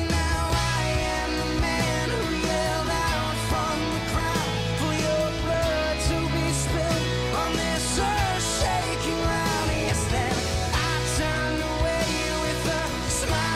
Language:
English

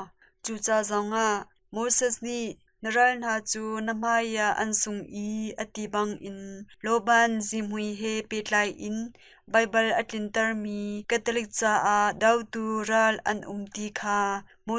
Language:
Hakha Chin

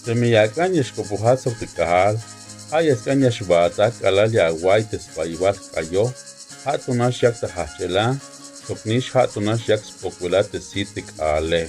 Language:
Tzeltal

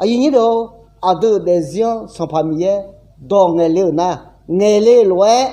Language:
Akha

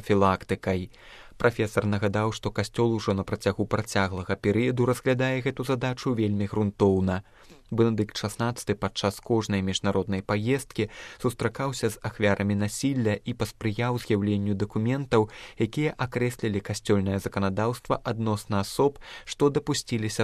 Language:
Belarusian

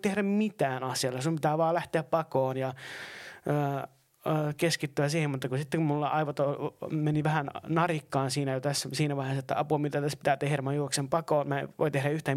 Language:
Finnish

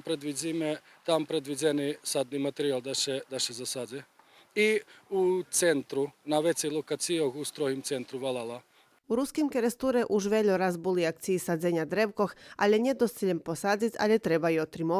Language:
Rusyn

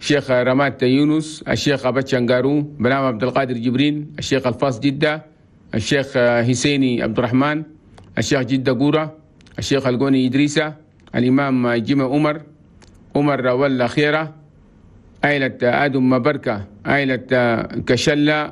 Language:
Chadian Arabic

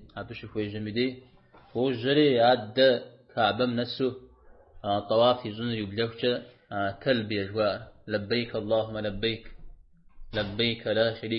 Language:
Kabardian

